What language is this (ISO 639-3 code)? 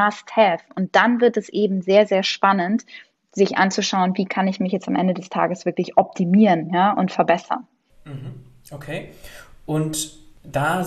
deu